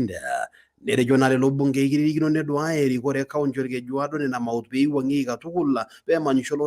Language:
Masai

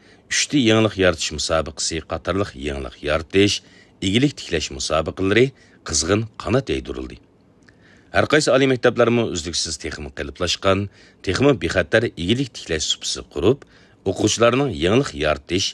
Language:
Uyghur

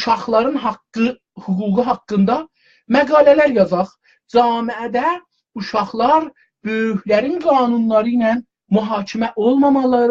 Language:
South Azerbaijani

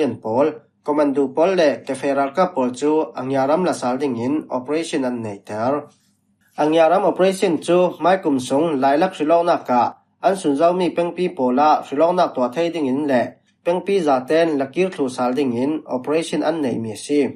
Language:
Falam Chin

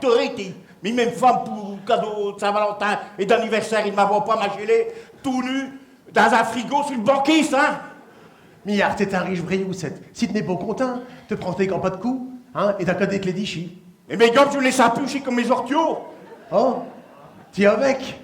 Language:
Picard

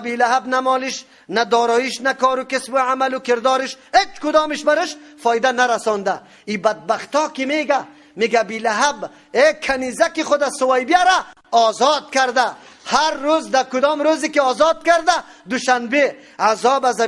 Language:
Persian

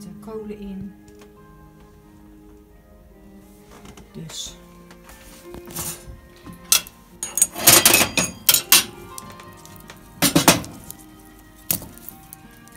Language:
Dutch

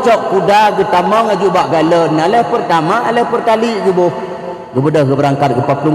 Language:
Achinese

